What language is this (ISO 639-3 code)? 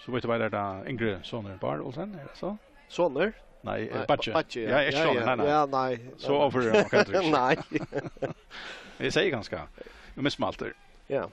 fao